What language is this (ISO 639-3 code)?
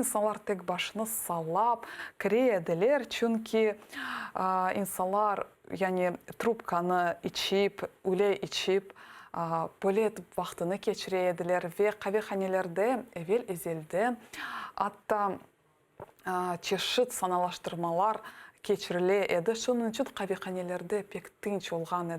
crh